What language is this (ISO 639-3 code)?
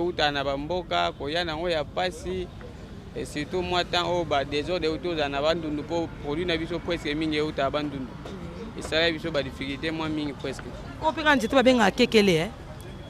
lin